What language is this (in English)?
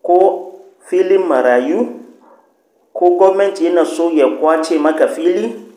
Hausa